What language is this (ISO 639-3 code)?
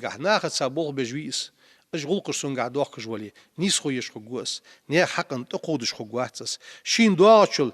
inh